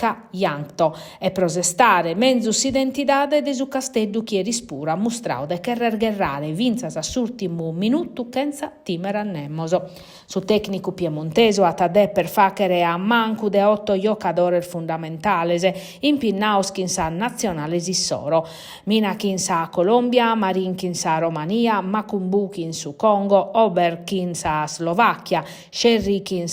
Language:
Sardinian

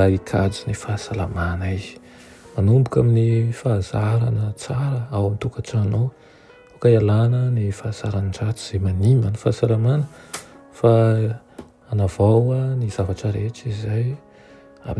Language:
Malagasy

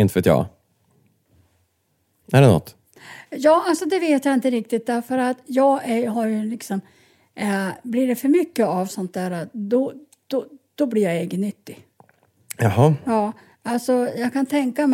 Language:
Swedish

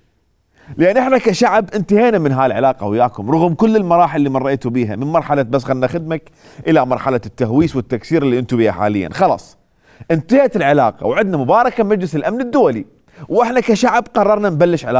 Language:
Mesopotamian Arabic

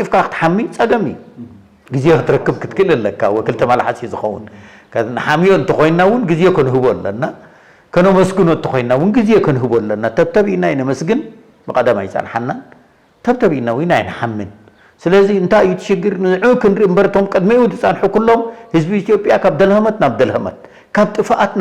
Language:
Tigrinya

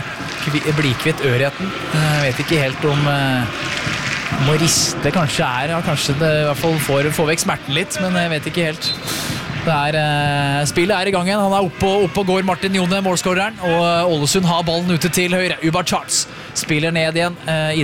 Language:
Norwegian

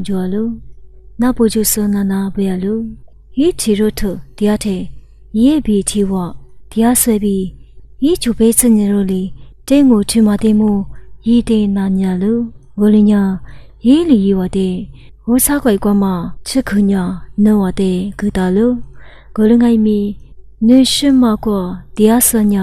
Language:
Lisu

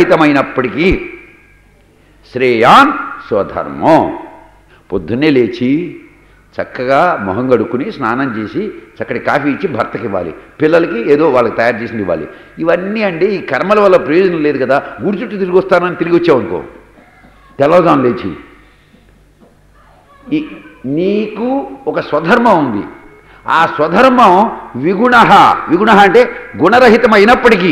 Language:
Telugu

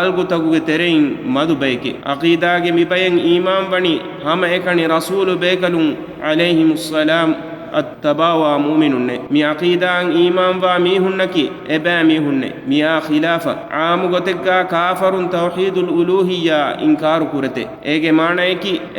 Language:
Divehi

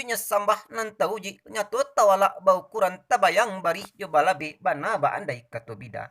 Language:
Minangkabau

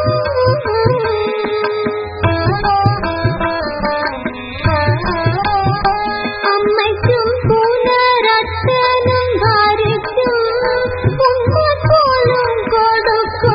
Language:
Malayalam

